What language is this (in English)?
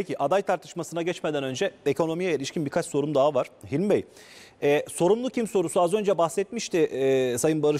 Turkish